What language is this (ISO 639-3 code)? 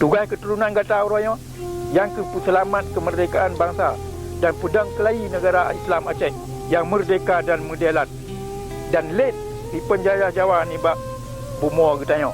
ace